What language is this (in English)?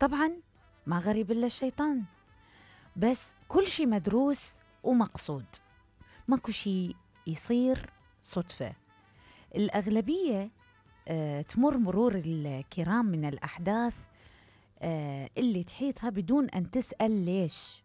Mesopotamian Arabic